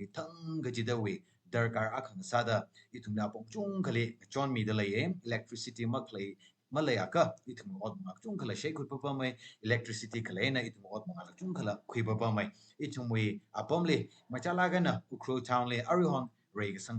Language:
Tangkhul Naga (India)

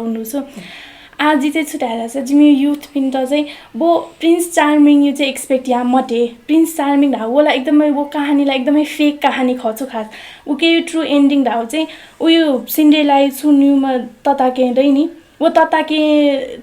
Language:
Newari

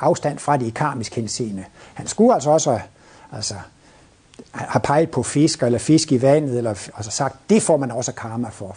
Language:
Danish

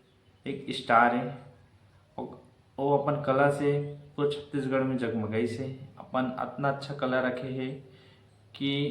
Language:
Chhattisgarhi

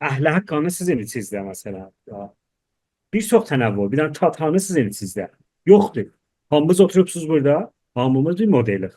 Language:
South Azerbaijani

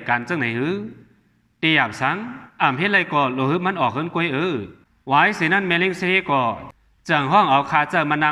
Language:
Shan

